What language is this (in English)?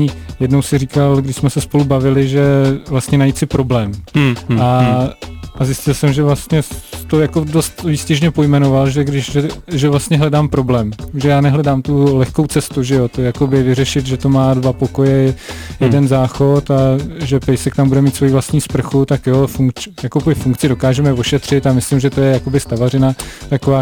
Czech